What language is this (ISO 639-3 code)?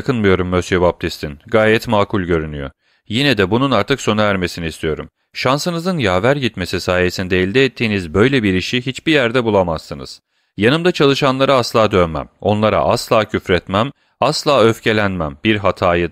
tur